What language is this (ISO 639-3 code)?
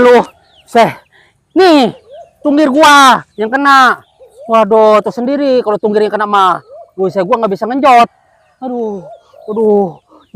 bew